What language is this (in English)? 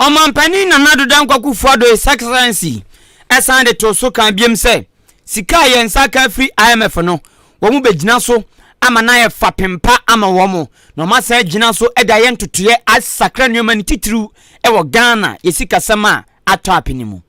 Akan